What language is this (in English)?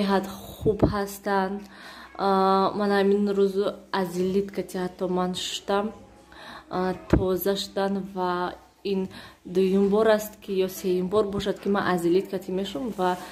Tajik